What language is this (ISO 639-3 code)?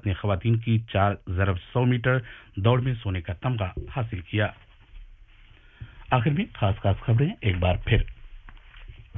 urd